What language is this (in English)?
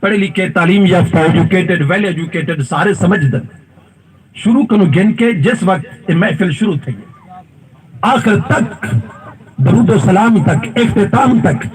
Saraiki